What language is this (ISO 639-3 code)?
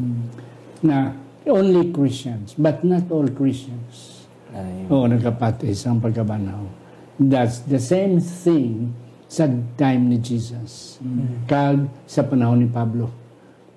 hil